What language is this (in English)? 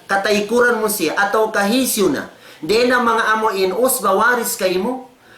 Tausug